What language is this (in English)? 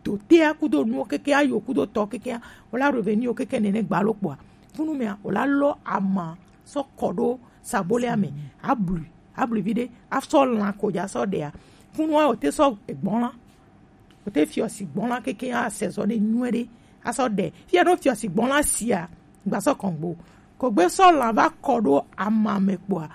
Gen